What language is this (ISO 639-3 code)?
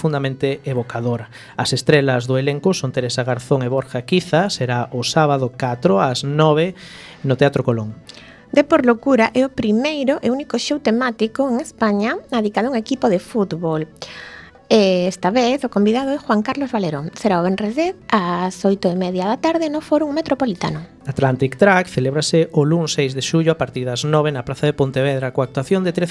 glg